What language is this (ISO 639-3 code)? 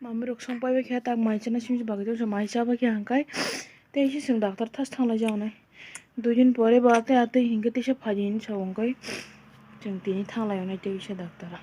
trp